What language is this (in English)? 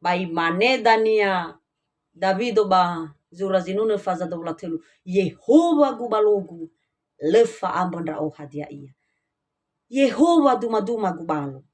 Nias